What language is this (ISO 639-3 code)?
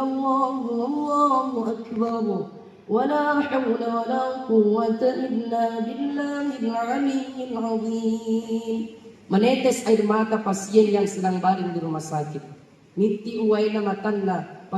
bug